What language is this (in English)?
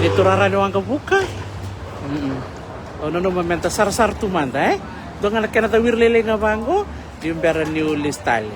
Fijian